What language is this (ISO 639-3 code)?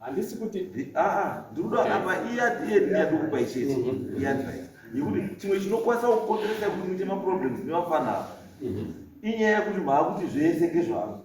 sna